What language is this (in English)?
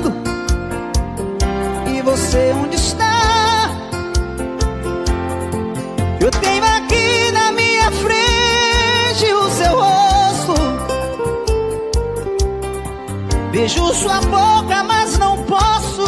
Portuguese